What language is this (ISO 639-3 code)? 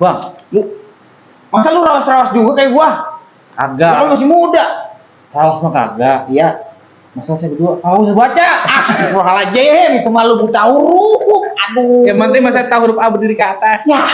bew